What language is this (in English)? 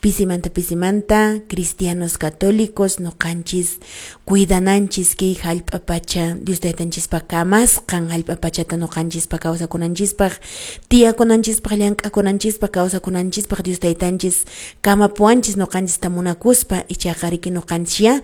Quechua